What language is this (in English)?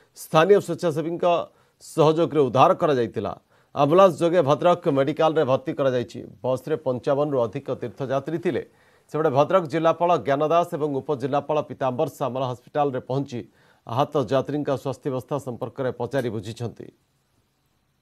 Odia